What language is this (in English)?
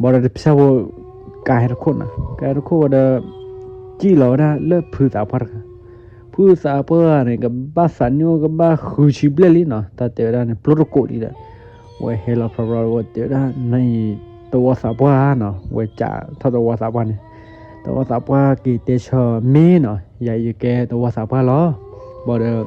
S'gaw Karen